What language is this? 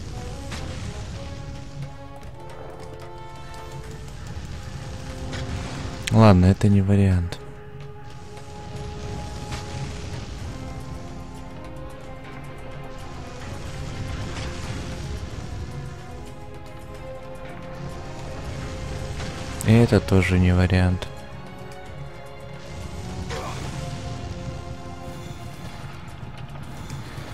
Russian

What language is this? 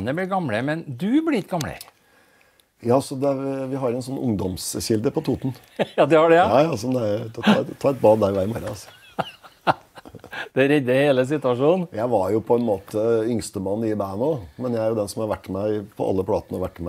Norwegian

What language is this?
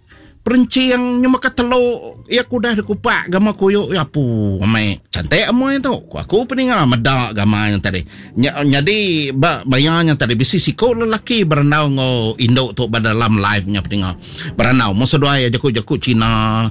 Iban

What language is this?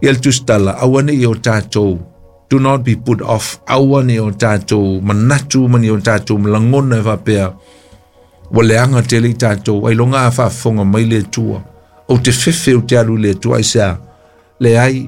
Samoan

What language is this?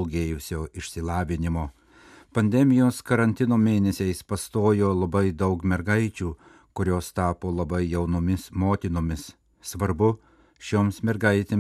Lithuanian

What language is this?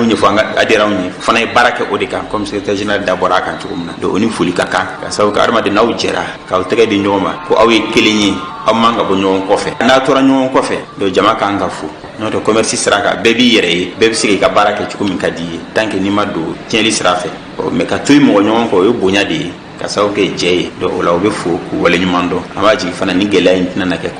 Bambara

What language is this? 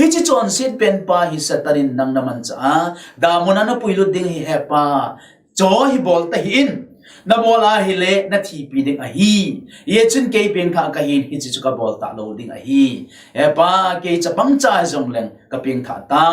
Thado Chin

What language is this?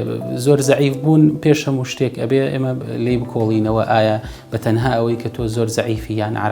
Central Kurdish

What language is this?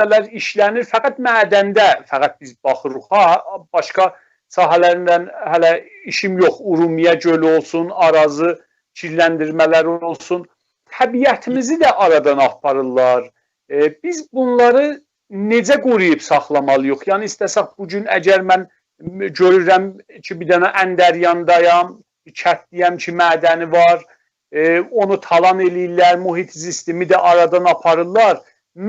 South Azerbaijani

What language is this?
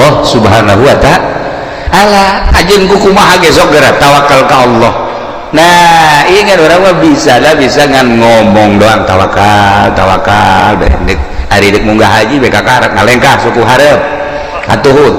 Sundanese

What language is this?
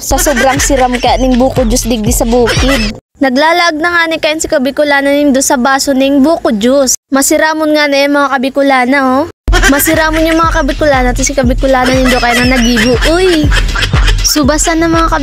Bikol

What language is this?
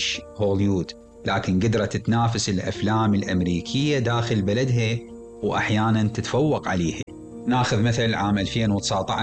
Mesopotamian Arabic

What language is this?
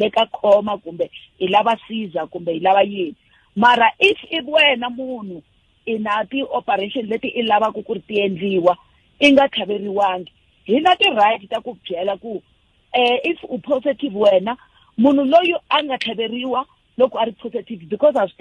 Tsonga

